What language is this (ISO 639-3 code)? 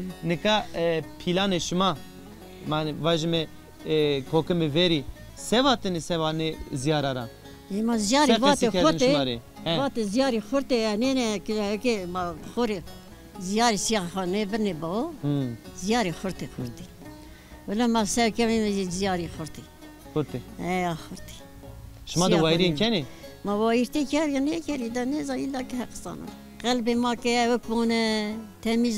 zza